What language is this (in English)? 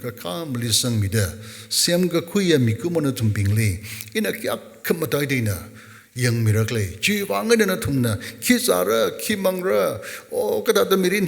Tangkhul Naga (India)